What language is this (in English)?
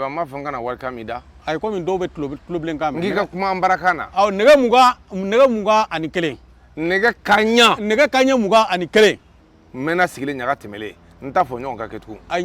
Bambara